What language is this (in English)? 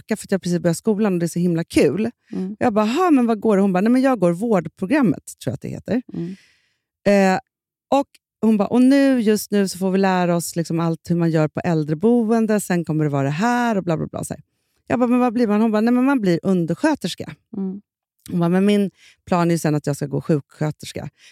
Swedish